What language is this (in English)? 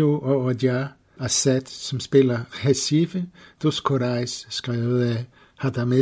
Danish